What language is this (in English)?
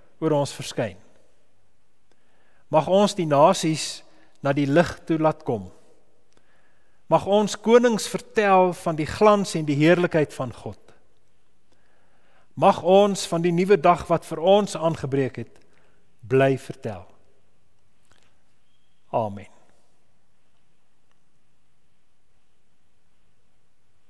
Afrikaans